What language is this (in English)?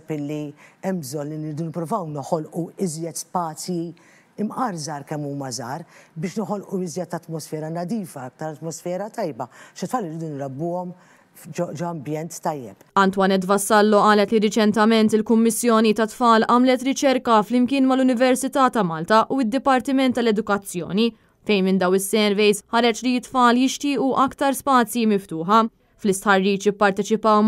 Maltese